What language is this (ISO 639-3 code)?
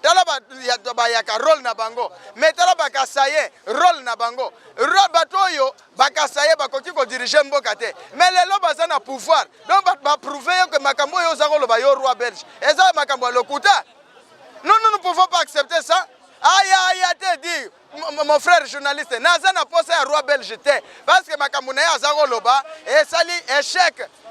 lin